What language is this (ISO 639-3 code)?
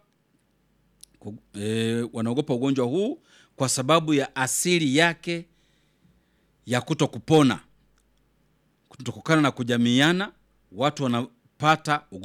swa